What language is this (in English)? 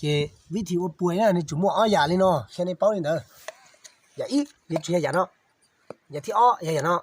Hmong